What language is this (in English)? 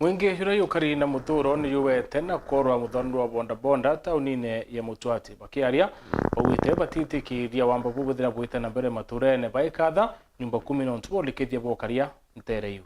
Meru